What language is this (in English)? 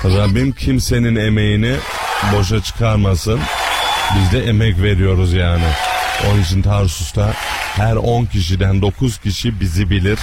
Turkish